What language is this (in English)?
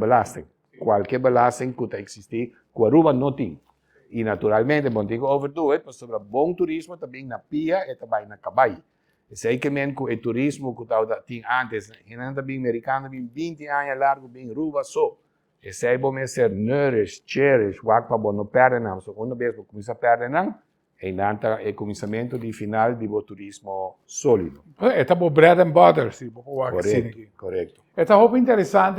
Papiamento